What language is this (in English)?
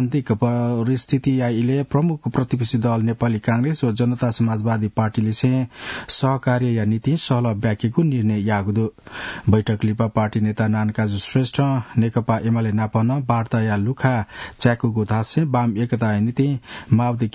Newari